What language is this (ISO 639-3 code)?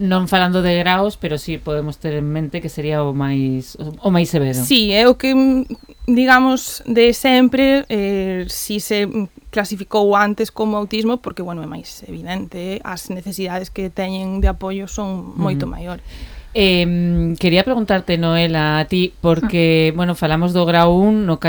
glg